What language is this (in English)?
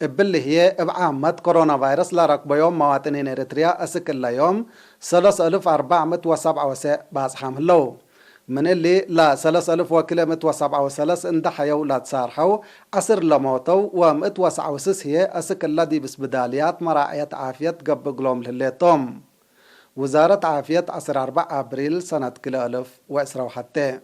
Tigre